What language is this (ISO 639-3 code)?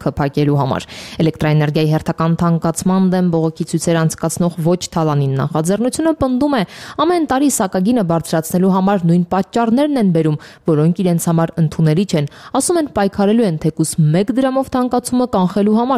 hye